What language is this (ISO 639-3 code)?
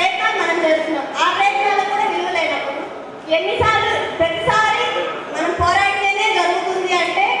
tel